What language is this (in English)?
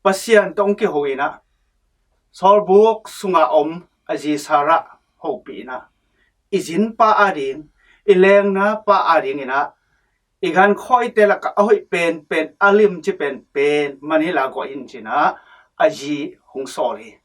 Tedim Chin